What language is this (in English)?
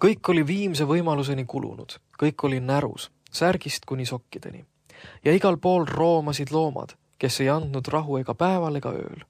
Estonian